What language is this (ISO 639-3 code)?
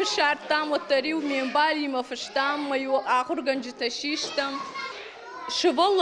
oss